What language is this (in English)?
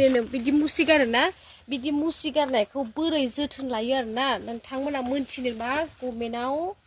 Bodo